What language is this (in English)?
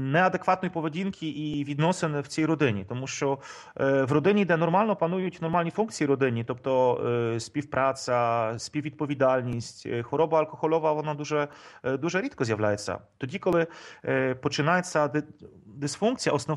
Ukrainian